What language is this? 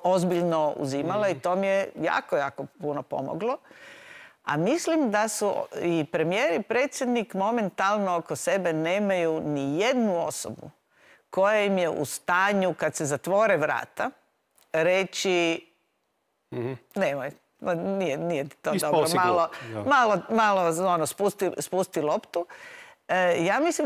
Croatian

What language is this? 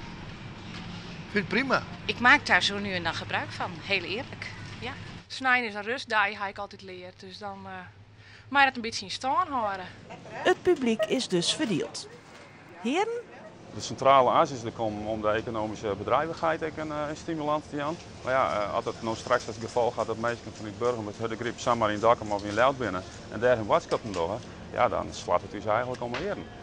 Western Frisian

